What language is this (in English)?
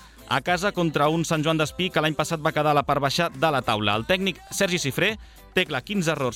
Catalan